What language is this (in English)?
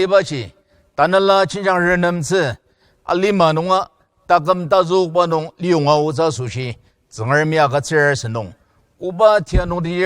Ao Naga